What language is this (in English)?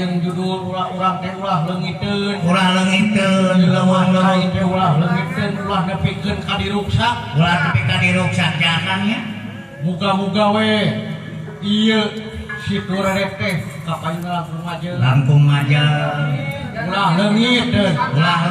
Sundanese